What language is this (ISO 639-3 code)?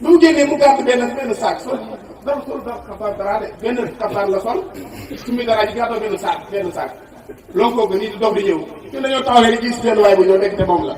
wol